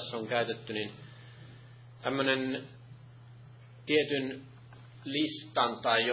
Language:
Finnish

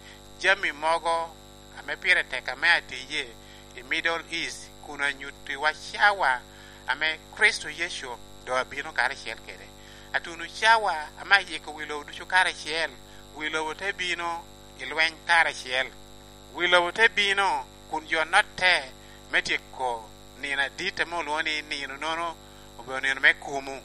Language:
Lango (Uganda)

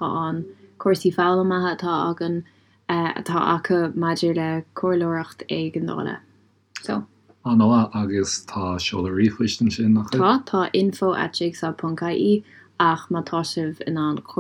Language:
Irish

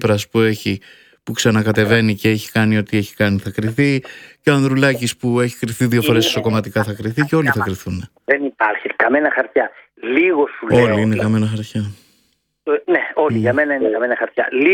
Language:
Greek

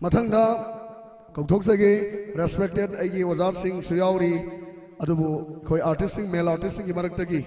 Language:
Manipuri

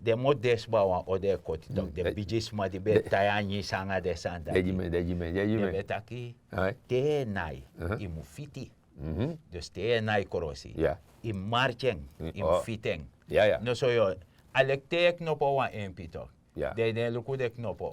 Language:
Sranan Tongo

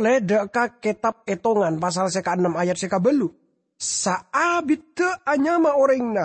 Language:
Madurese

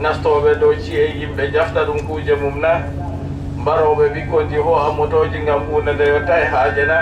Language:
Adamawa Fulfulde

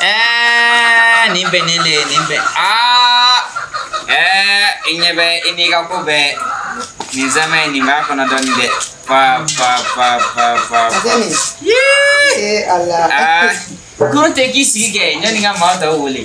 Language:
Bambara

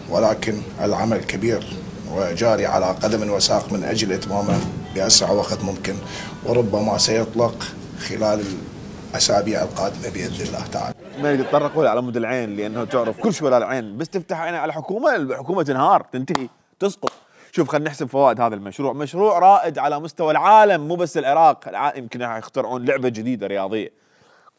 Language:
Mesopotamian Arabic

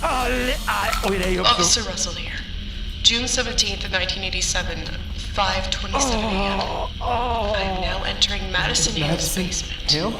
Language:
Bavarian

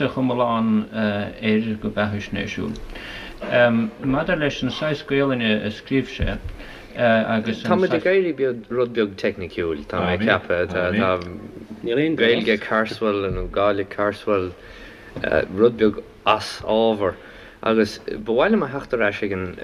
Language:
Irish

